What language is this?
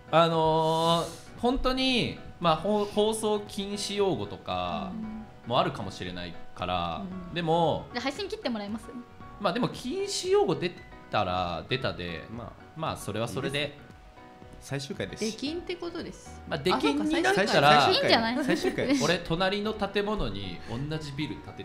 Japanese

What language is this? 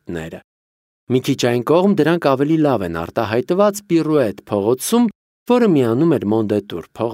Armenian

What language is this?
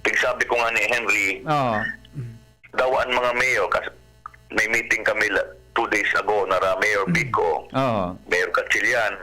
Bikol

